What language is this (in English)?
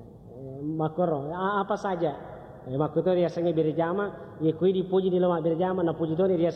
Buginese